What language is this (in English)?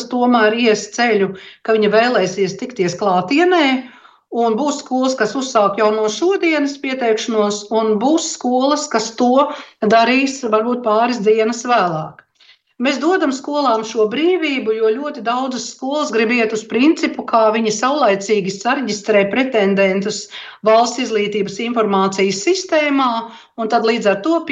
Latvian